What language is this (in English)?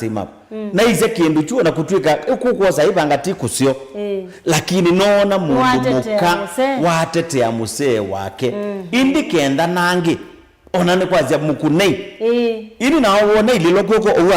Kamba